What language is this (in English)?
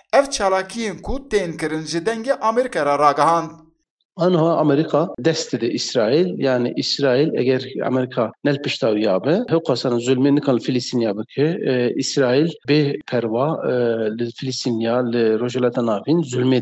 Kurdish